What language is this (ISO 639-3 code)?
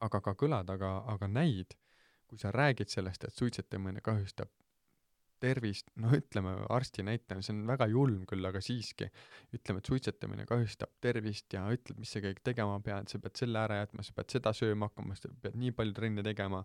est